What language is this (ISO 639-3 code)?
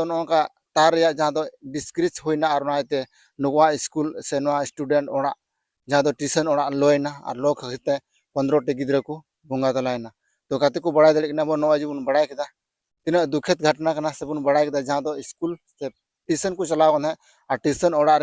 sat